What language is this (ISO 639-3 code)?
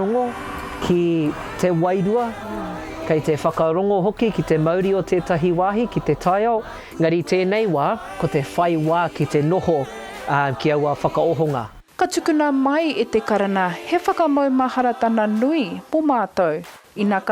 mri